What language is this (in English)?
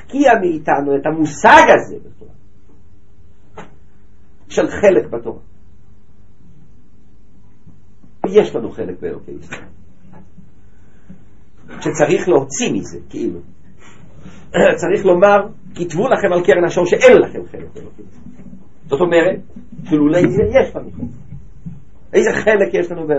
Hebrew